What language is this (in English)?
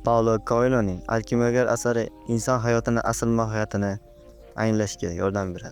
Uzbek